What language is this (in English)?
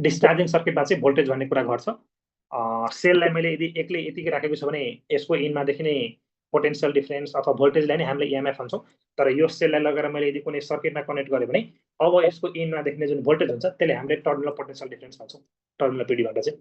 Nepali